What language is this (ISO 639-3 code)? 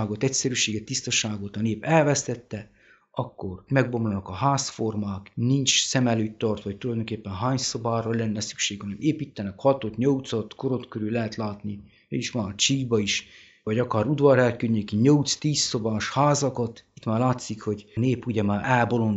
hun